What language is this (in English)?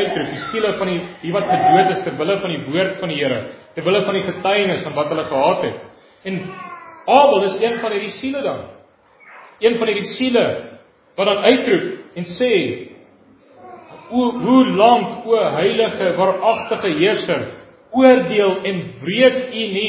Afrikaans